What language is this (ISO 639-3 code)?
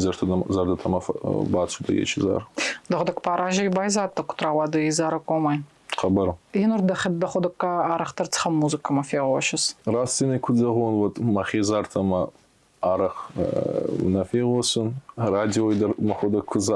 oss